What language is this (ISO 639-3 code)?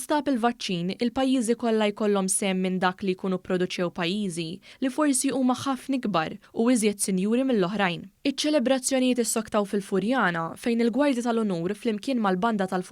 mlt